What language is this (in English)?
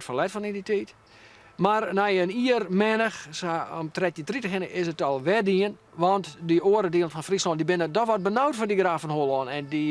Western Frisian